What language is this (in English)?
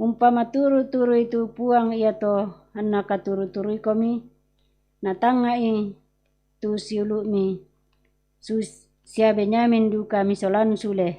Toraja-Sa'dan